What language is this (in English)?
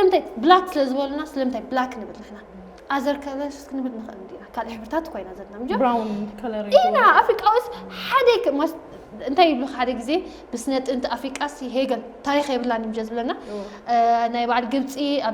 Tigrinya